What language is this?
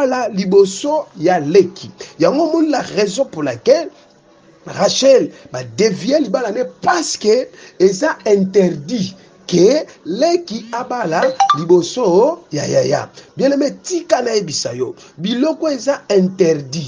Lingala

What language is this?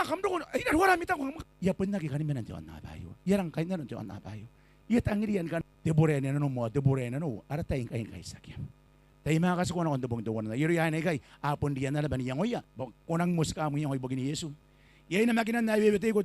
Gilbertese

